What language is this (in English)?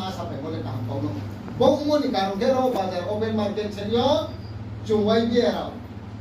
Riang (India)